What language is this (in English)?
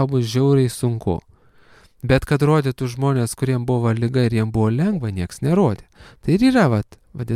Lithuanian